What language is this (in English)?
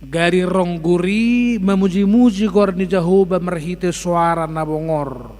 Batak Toba